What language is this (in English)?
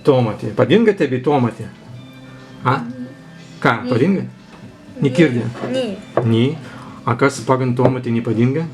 Prussian